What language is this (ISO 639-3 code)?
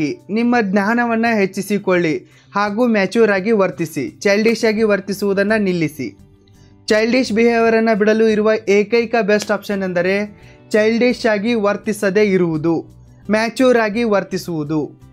kan